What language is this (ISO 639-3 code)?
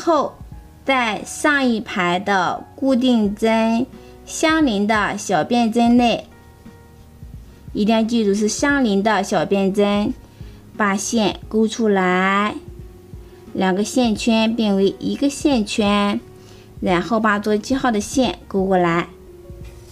zho